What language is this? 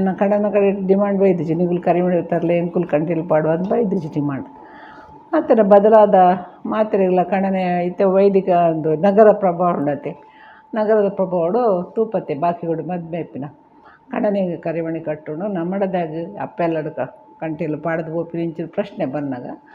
Tulu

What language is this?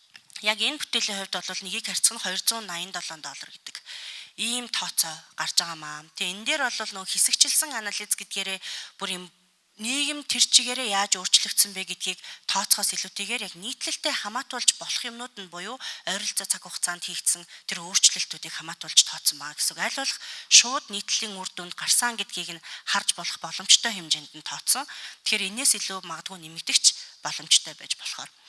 Mongolian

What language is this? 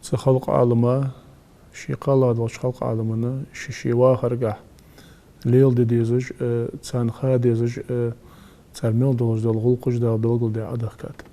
Ingush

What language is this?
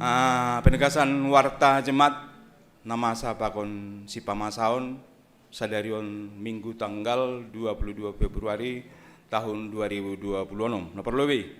Batak Simalungun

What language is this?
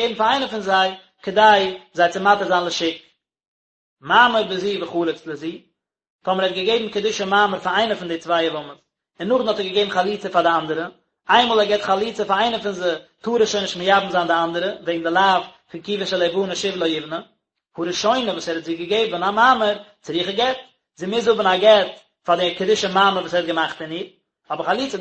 Yiddish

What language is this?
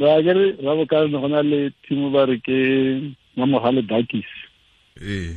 Tswana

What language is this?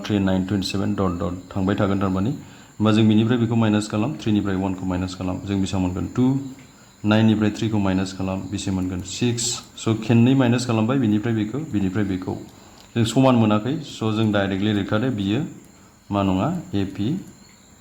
Bodo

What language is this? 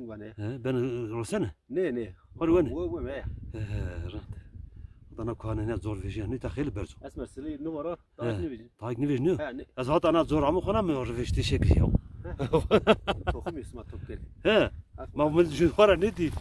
Zaza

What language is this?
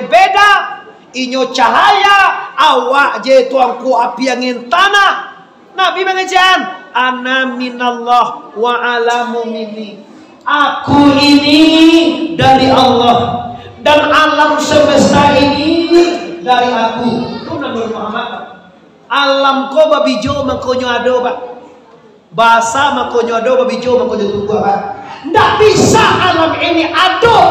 Minangkabau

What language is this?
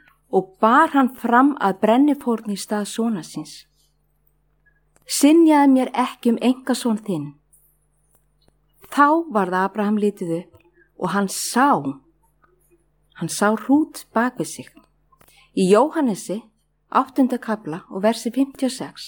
Icelandic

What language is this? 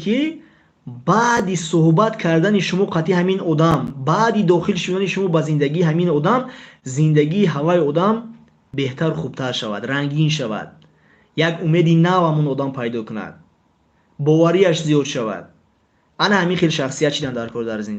Tajik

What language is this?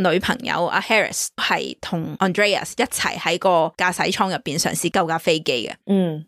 Cantonese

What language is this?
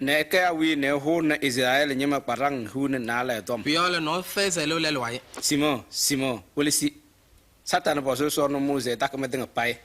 Kabiyè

